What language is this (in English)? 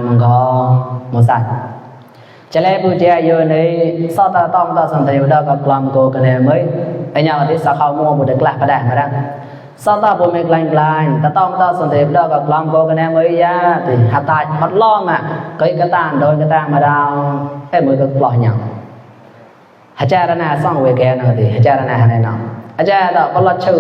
Mon